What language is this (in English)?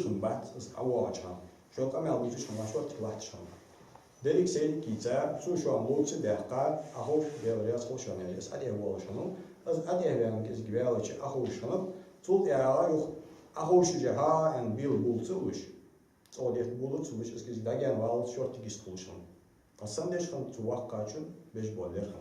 Ingush